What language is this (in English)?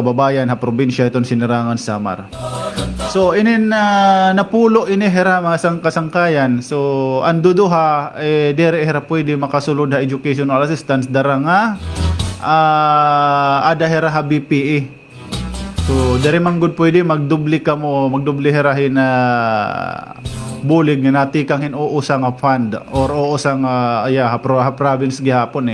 Waray